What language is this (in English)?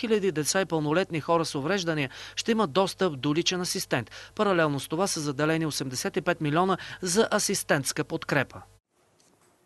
Bulgarian